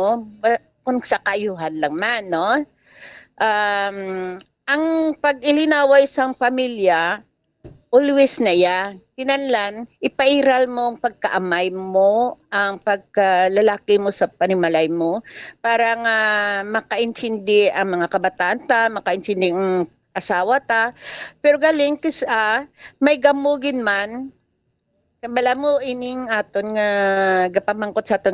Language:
Hiligaynon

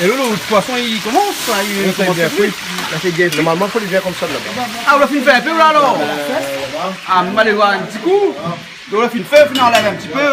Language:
Réunion Creole French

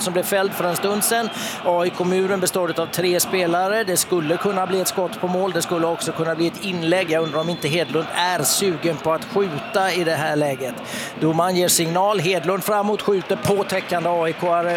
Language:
Swedish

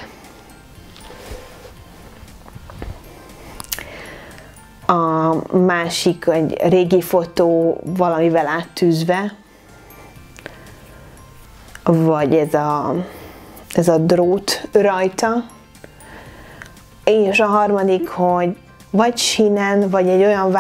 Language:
Hungarian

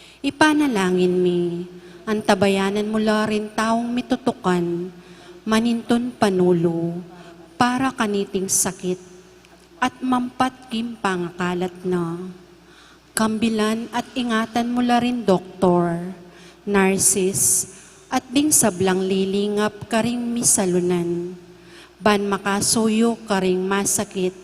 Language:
Pampanga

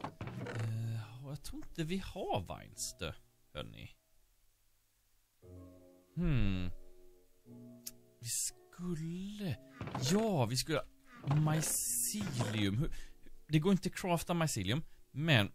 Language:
Swedish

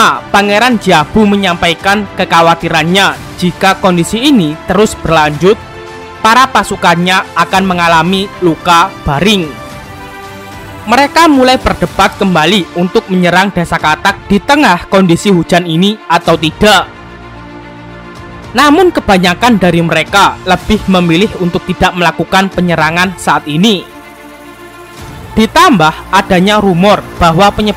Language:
Indonesian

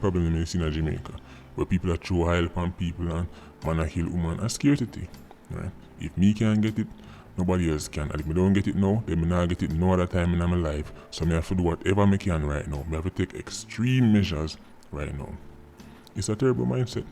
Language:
Jamaican Creole English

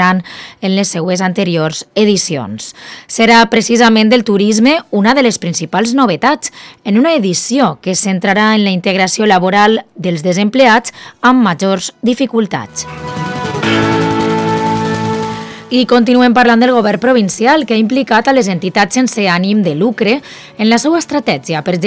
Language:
Catalan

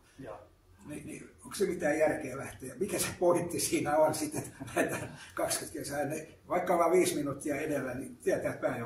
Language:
Finnish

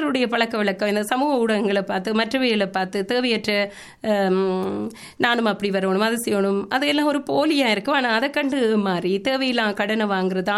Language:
Tamil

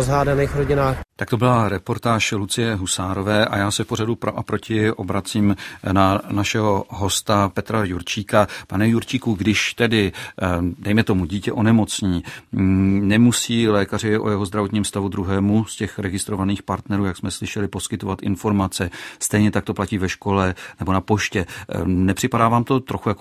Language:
Czech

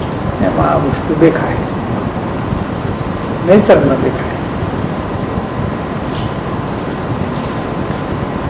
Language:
Gujarati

